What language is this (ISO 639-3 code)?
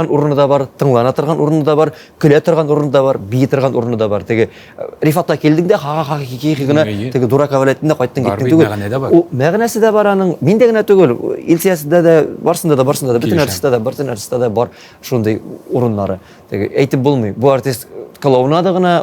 tat